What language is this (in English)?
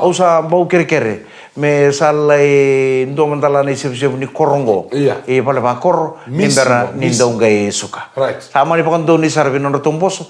Fijian